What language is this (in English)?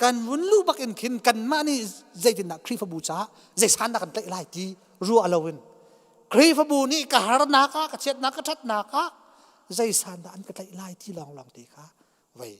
Hakha Chin